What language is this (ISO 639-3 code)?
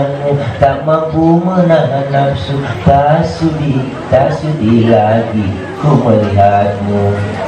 bew